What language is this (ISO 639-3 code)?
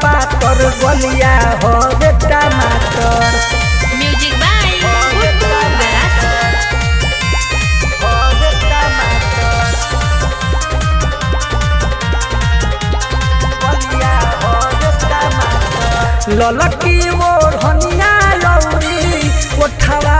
bho